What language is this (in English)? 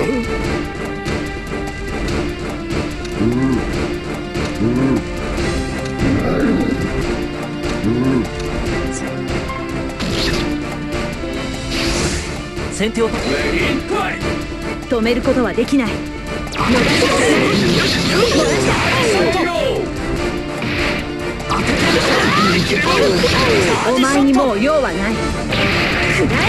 Japanese